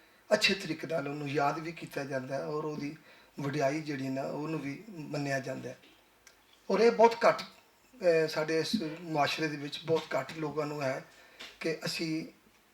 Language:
Western Panjabi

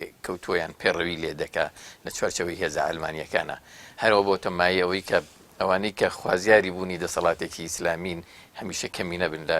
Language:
Central Kurdish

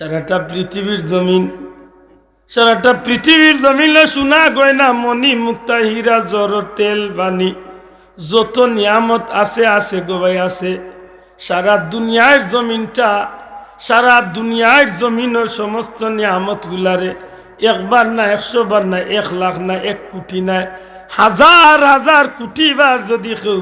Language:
Sylheti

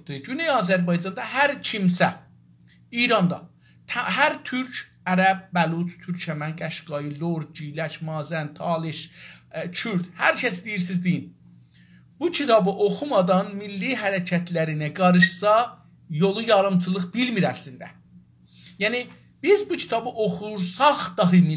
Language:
South Azerbaijani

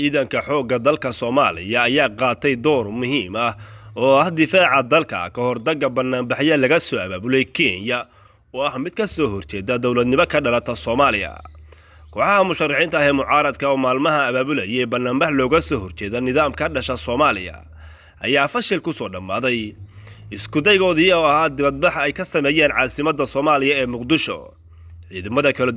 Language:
Somali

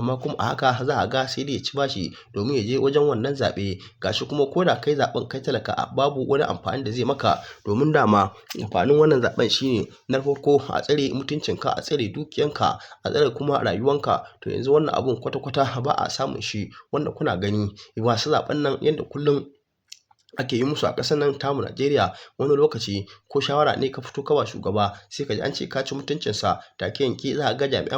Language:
Hausa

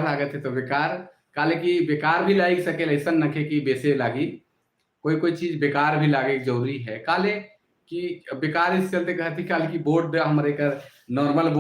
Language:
Sadri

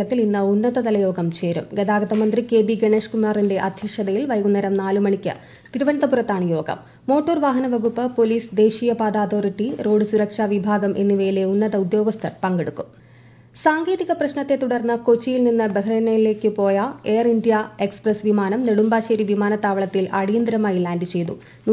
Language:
Malayalam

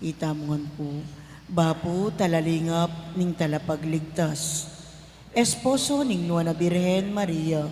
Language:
Pampanga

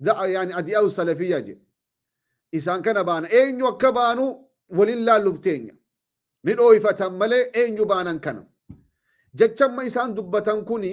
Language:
Oromo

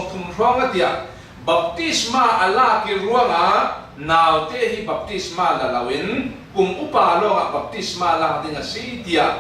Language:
Falam Chin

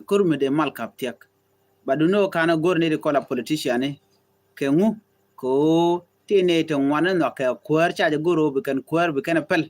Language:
Nuer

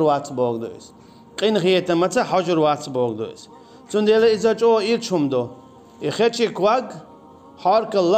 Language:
Chechen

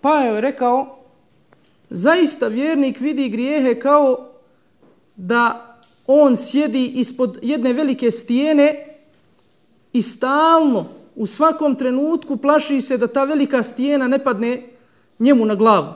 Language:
Bosnian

